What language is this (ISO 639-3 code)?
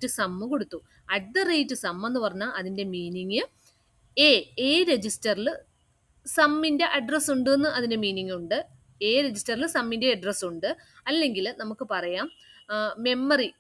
mal